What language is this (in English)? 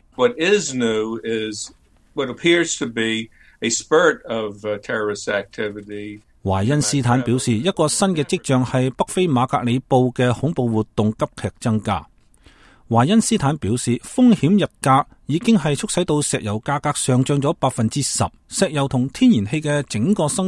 Cantonese